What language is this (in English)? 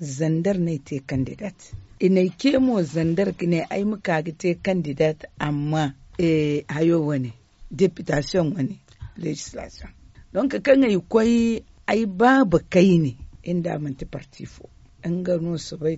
Zarma